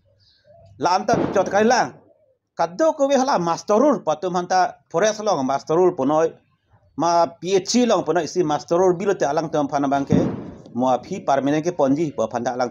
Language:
Karbi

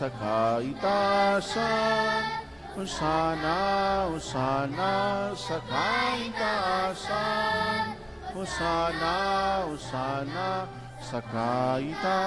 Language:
Bikol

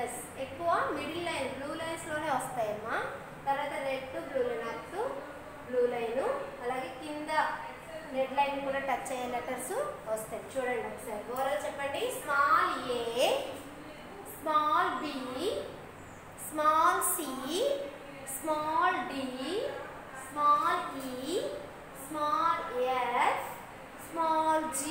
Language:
Telugu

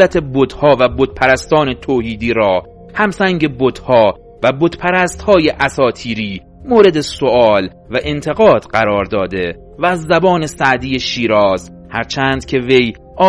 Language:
Persian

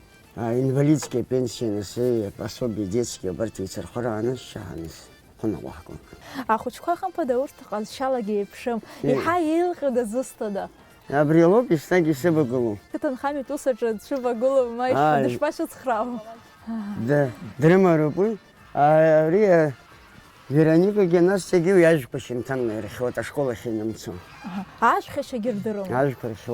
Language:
Abkhazian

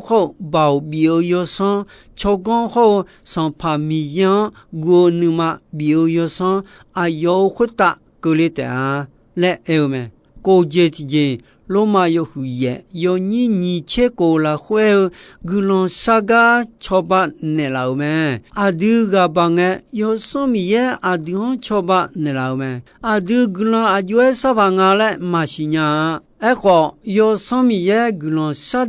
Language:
Akha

